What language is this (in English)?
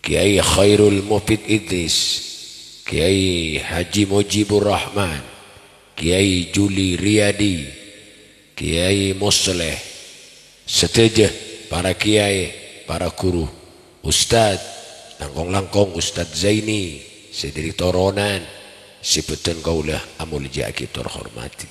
Madurese